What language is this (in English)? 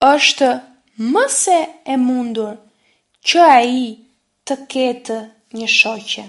Albanian